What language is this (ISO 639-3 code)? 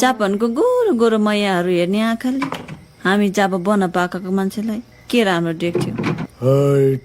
nep